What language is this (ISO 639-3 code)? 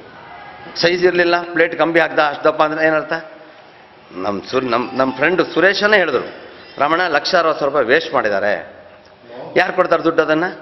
kan